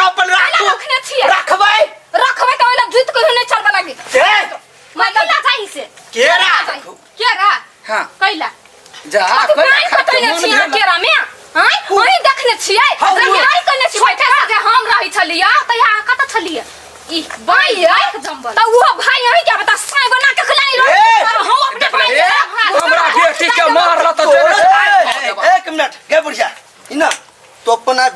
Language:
Maithili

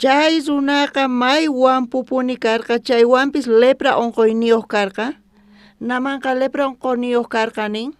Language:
South Bolivian Quechua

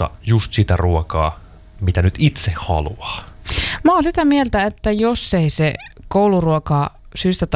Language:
Finnish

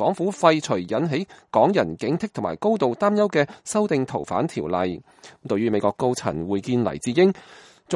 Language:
Cantonese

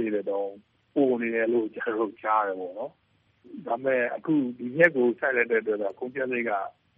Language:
Burmese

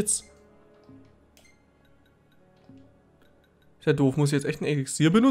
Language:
German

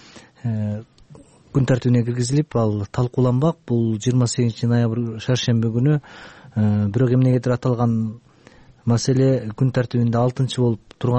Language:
Kyrgyz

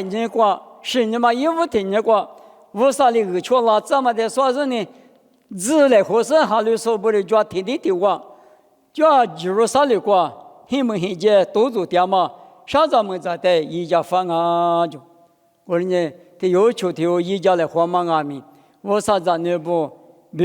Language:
Lisu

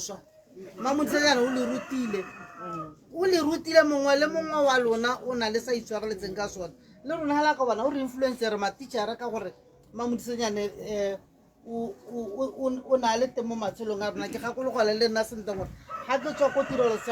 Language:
Tswana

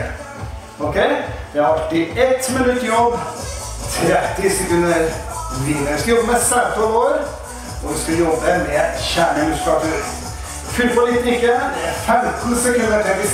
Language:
Norwegian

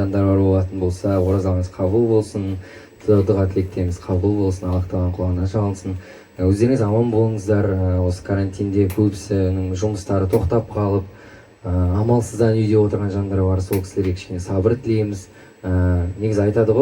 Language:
Kazakh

